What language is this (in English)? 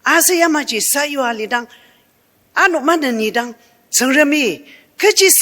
Ao Naga